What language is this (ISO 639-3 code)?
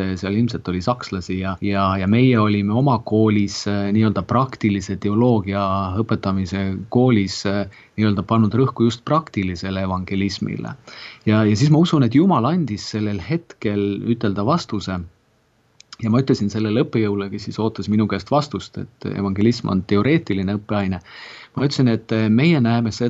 est